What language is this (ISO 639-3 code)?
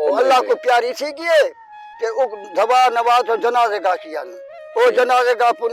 skr